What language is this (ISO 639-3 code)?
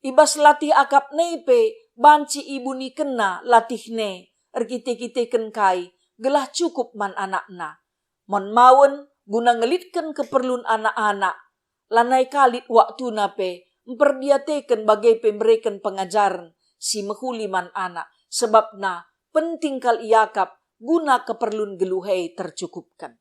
btx